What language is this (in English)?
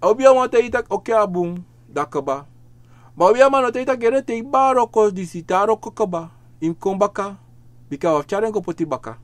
Sranan Tongo